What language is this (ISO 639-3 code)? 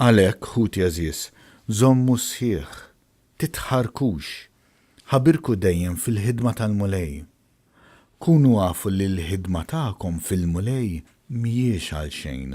mlt